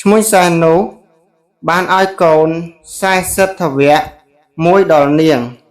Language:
Khmer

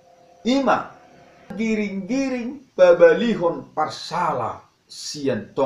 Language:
Batak Toba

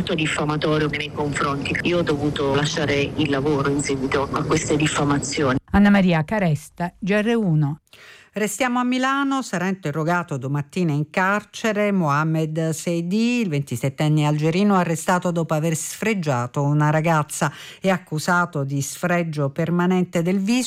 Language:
Italian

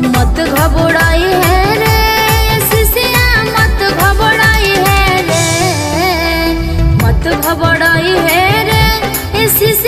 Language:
Bhojpuri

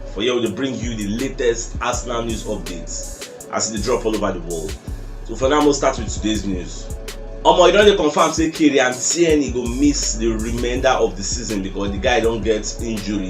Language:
Nigerian Pidgin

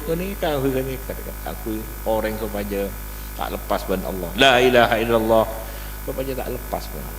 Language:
Madurese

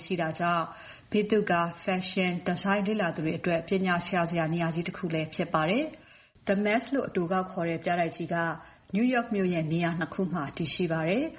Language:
Burmese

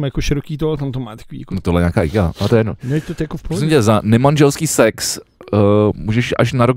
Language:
Czech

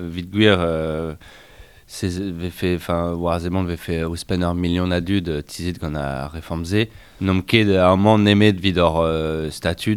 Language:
Breton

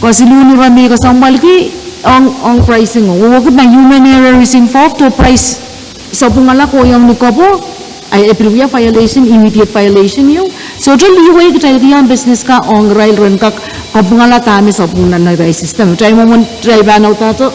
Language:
Pohnpeian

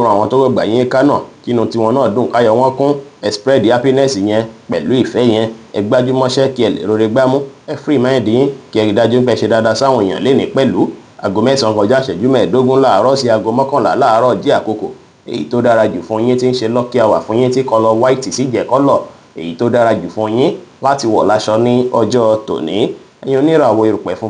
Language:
Yoruba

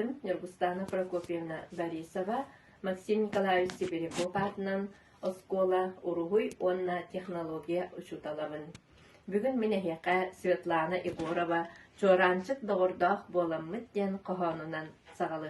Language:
Yakut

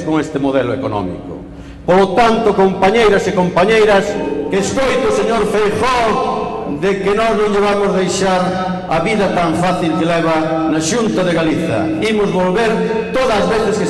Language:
Galician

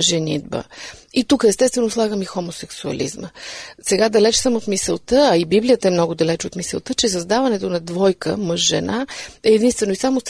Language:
Bulgarian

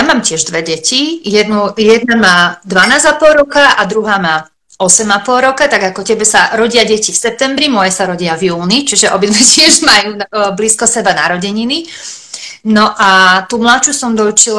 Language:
Slovak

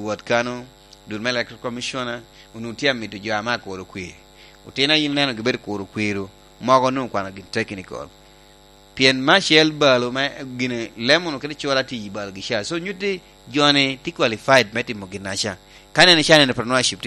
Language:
Lango (Uganda)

